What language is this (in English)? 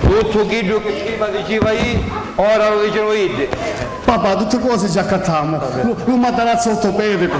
Sicilian